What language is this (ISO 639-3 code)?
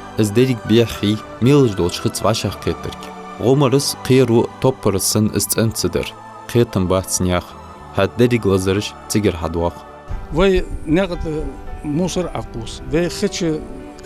inh